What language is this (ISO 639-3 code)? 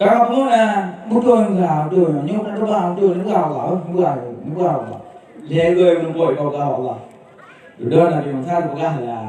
ace